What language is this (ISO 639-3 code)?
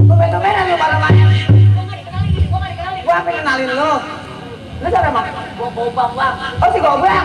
bew